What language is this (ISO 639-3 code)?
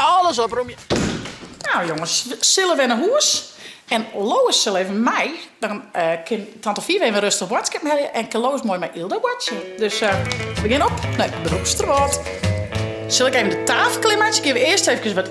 fry